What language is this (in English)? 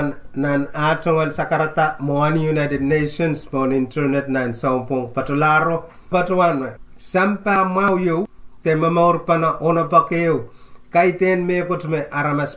Pohnpeian